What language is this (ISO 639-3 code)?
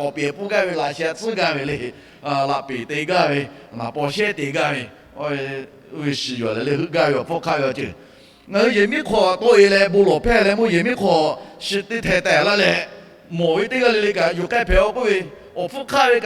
lhu